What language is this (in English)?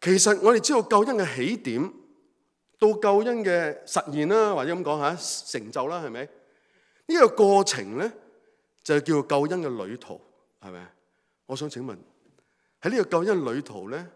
Cantonese